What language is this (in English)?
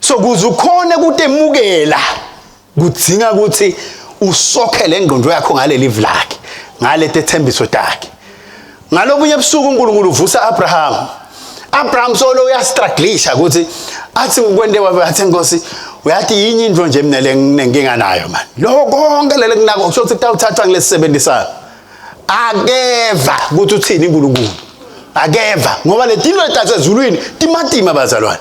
Swati